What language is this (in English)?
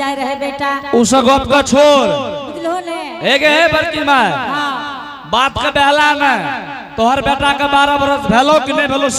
Angika